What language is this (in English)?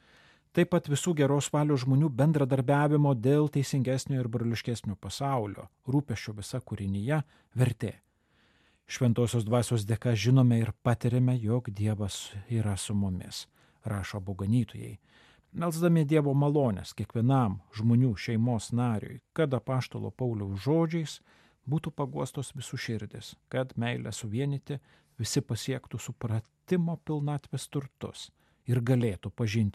Lithuanian